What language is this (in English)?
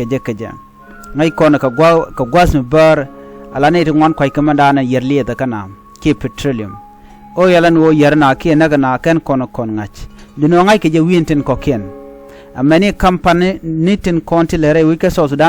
Nuer